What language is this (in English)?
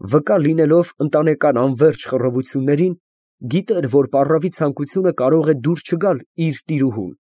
Armenian